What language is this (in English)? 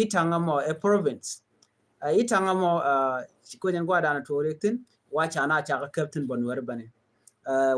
Nuer